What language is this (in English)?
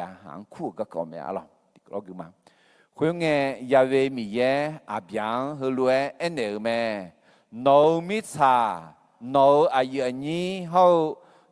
Akha